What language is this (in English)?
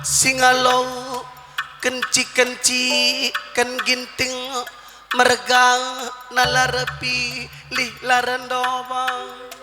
Batak Karo